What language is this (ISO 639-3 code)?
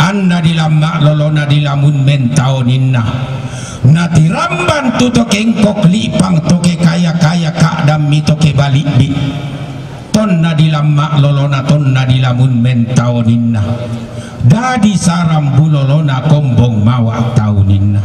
sda